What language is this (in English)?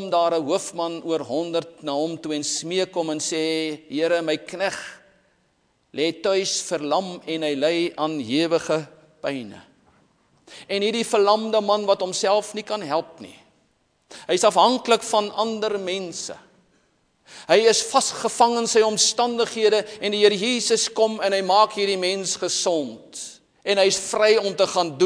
Afrikaans